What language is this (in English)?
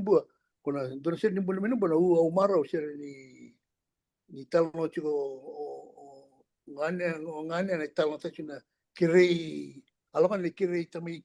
Fijian